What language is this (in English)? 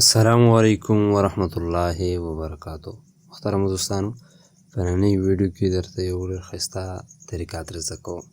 Pashto